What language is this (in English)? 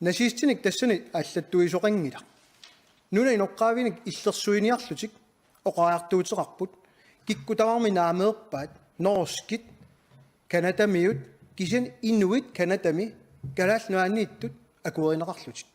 Kalaallisut